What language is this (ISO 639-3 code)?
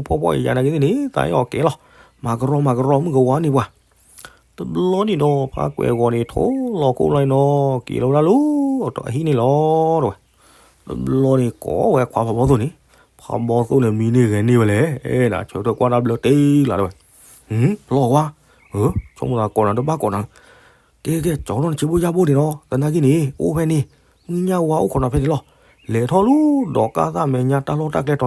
ksw